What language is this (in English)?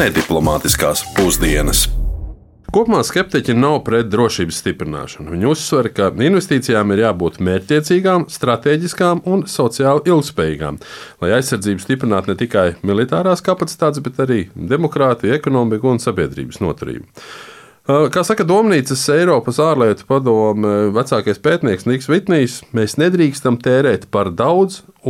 Latvian